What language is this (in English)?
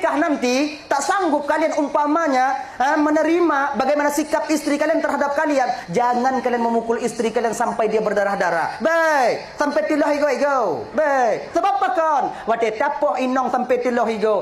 Achinese